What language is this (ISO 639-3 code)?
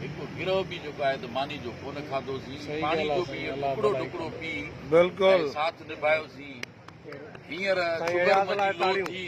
snd